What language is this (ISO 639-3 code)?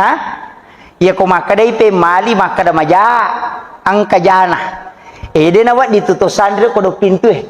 bug